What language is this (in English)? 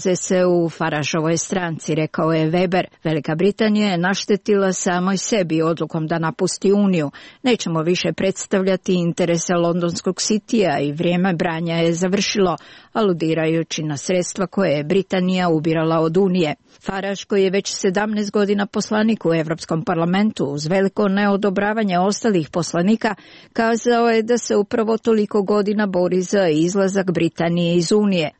Serbian